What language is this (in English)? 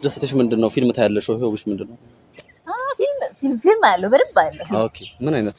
Amharic